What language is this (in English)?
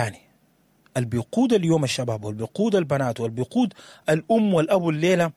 Sudanese Arabic